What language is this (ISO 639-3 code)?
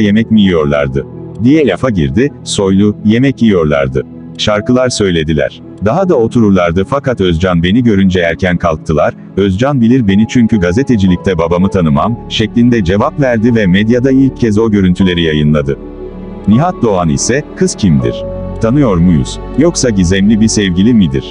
tur